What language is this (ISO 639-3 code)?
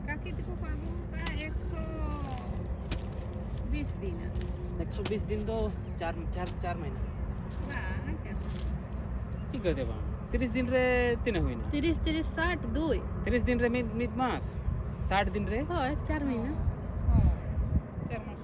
sat